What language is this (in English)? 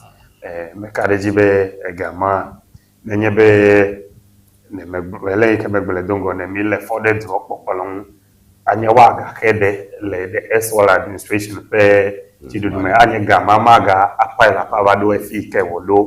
Ewe